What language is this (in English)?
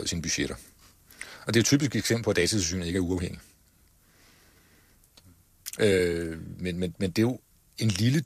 Danish